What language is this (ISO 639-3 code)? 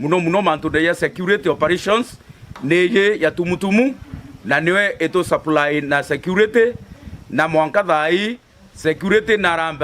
mer